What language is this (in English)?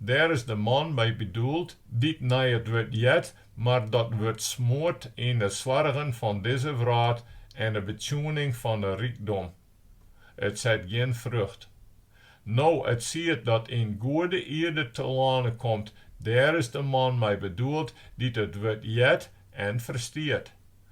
Western Frisian